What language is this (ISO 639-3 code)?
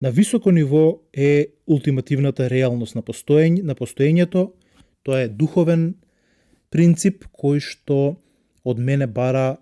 mkd